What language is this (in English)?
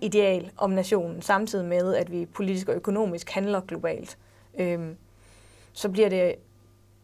Danish